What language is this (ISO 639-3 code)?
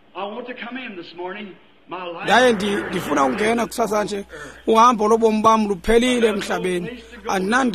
xho